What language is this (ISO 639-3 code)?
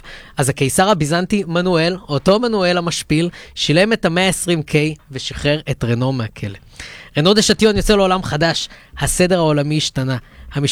heb